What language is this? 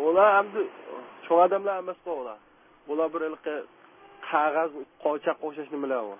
Uyghur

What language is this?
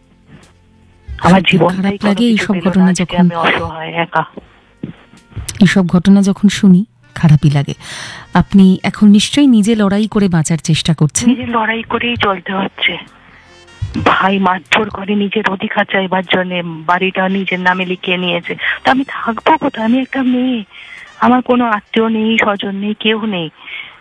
Bangla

